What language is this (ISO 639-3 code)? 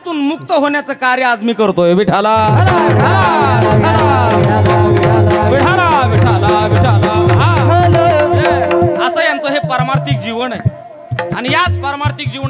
mar